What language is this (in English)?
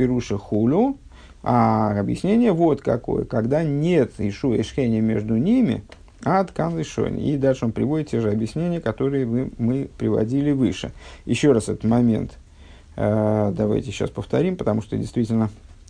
Russian